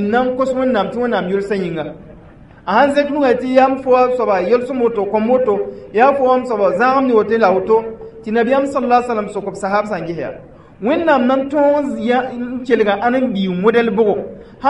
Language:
Mossi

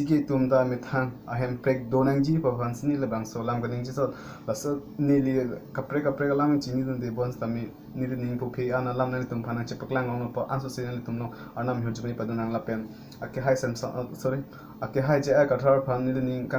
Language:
Karbi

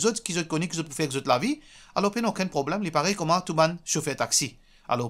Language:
Morisyen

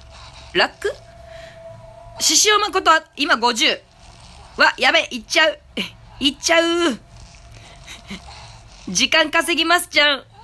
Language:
Japanese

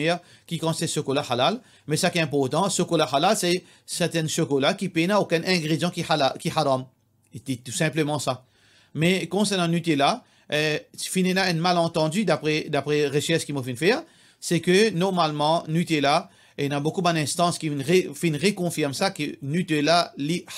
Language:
Morisyen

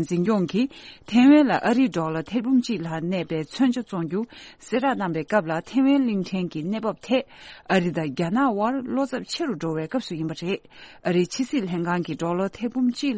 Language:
Tibetan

